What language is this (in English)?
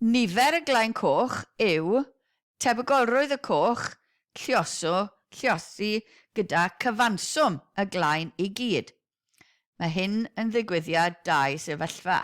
Welsh